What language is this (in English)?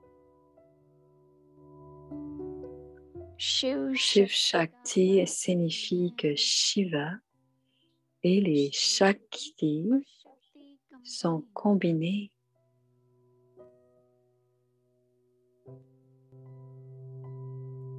French